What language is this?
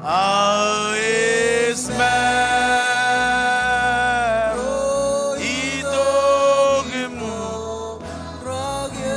Marshallese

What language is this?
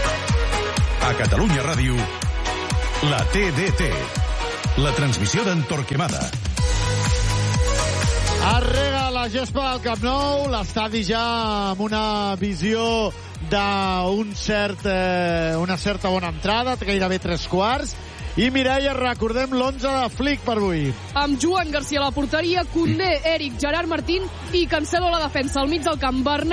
Catalan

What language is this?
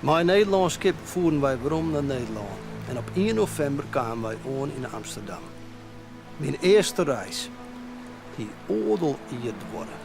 Western Frisian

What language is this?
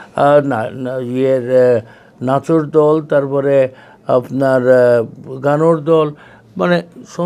Sylheti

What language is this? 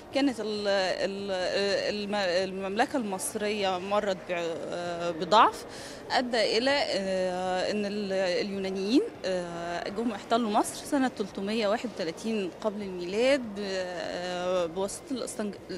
Egyptian Arabic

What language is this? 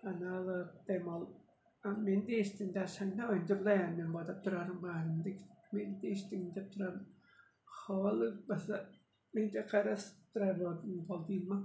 Tuvinian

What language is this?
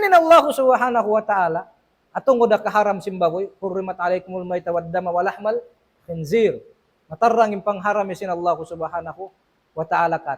Tausug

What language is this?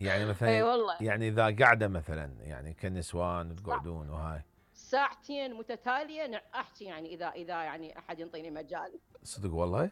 Mesopotamian Arabic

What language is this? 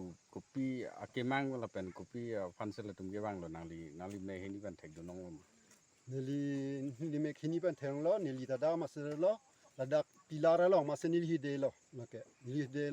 Karbi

